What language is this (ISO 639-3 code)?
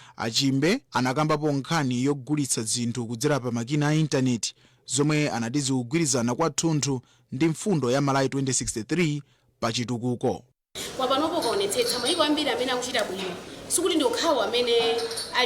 nya